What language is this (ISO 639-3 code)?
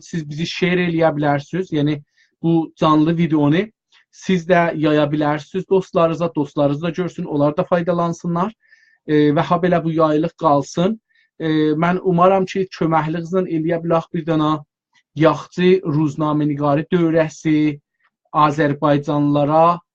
azb